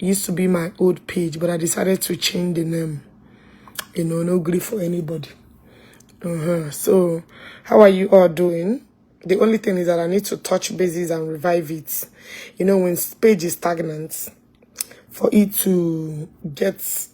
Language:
Igbo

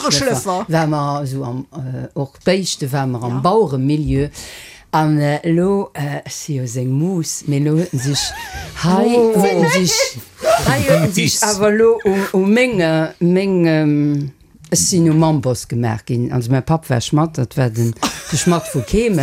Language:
Luxembourgish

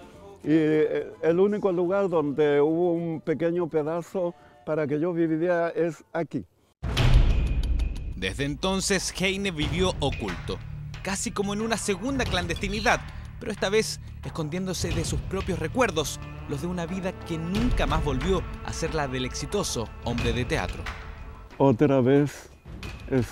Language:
Spanish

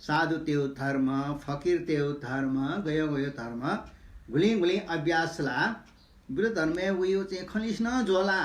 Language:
Newari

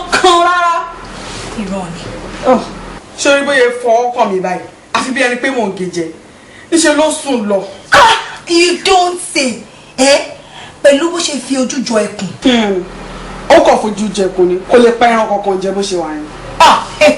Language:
Yoruba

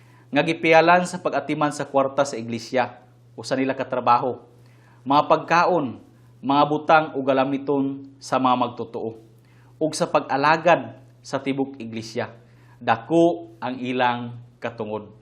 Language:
Cebuano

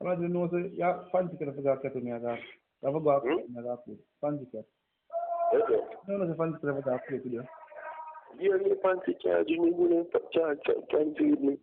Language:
Jamaican Creole English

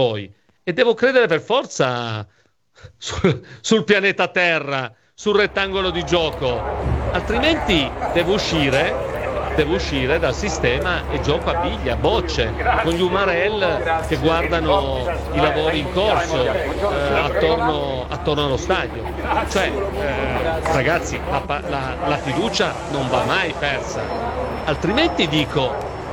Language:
Italian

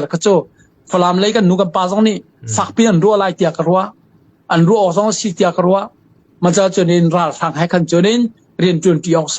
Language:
Falam Chin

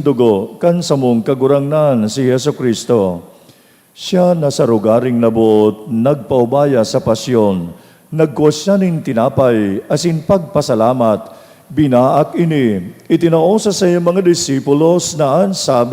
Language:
Bikol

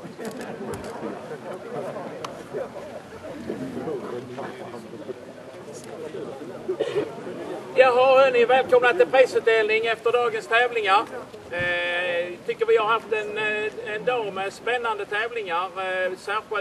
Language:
Swedish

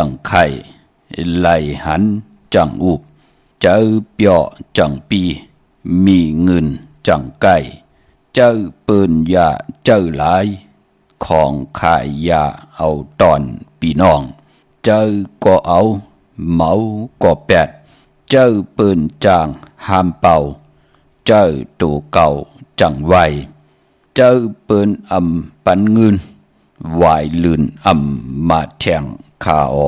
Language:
Shan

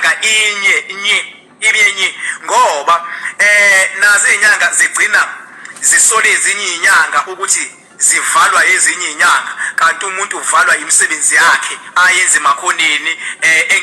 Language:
Zulu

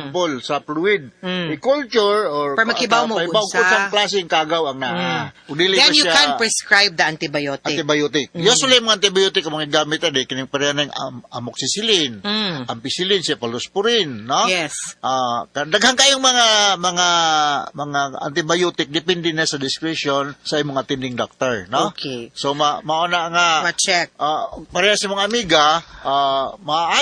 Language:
Cebuano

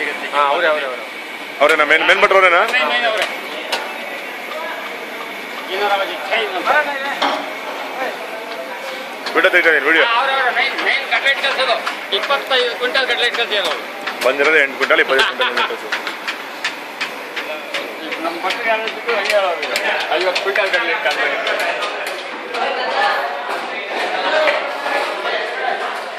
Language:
Kannada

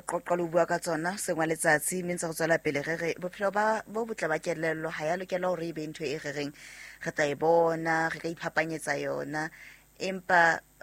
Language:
Southern Sotho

